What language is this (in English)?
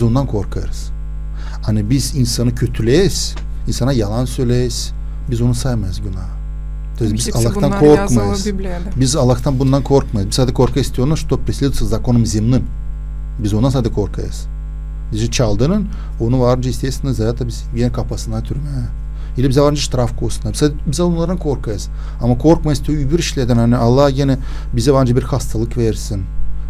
Gagauz